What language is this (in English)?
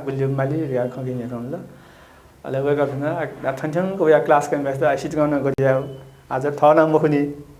Newari